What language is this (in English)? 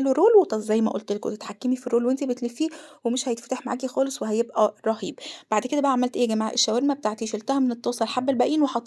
Egyptian Arabic